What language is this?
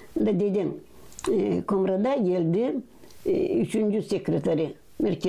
Gagauz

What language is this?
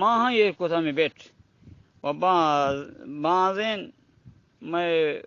Eastern Balochi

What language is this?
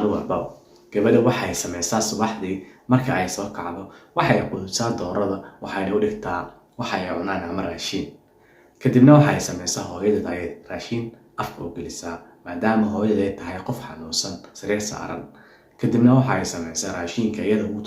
Somali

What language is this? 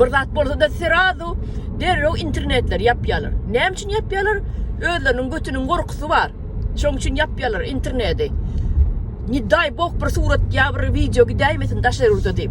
Turkmen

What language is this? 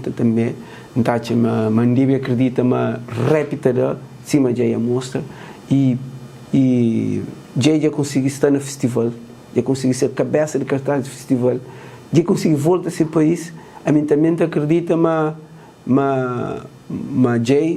Kabuverdianu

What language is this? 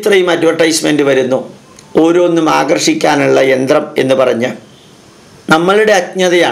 Malayalam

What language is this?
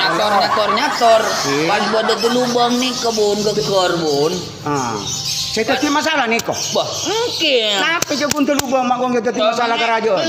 Madurese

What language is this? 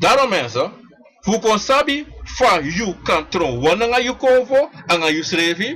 Sranan Tongo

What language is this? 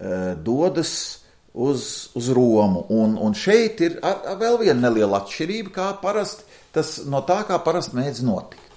Latvian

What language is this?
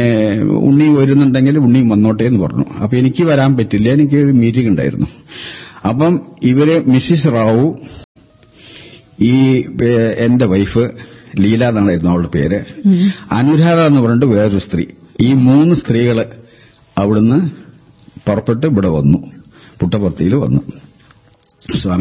Malayalam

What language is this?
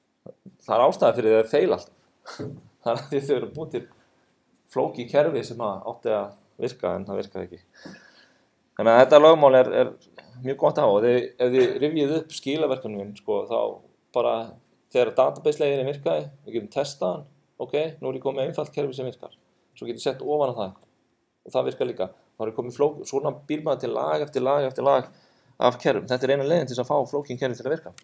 Icelandic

